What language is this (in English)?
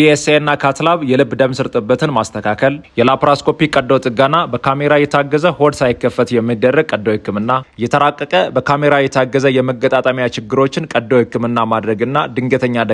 Amharic